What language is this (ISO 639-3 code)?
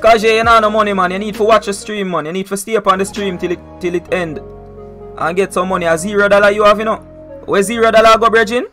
jam